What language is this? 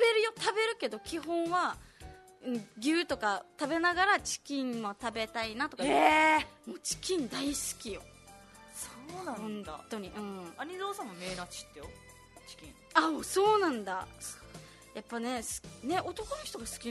Japanese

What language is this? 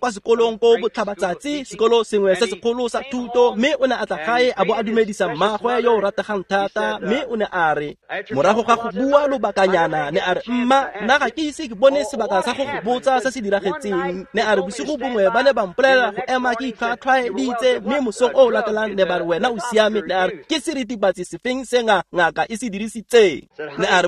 Tswana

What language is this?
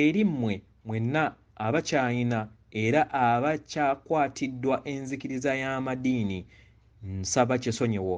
Ganda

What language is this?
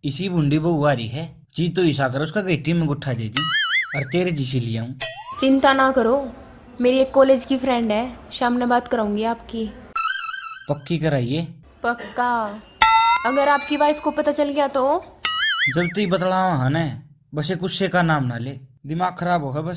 Haryanvi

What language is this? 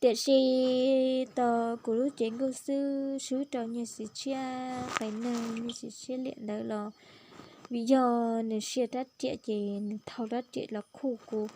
Hmong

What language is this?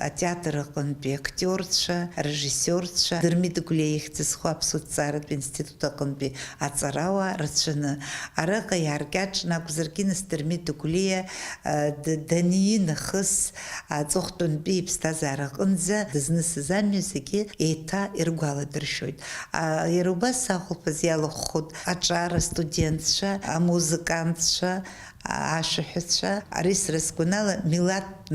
Abkhazian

